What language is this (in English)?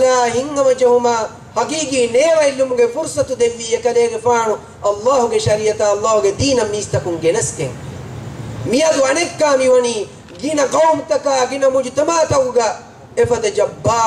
Divehi